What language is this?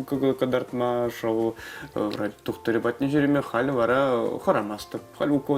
Chuvash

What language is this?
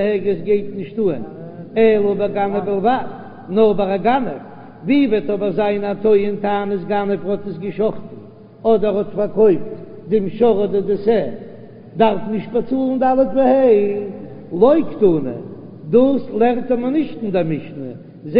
Yiddish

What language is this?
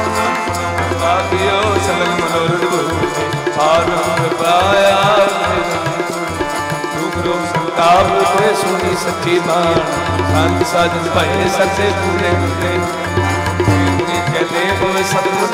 Hindi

